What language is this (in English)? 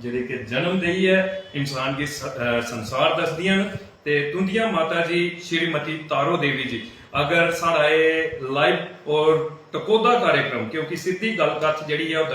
Dogri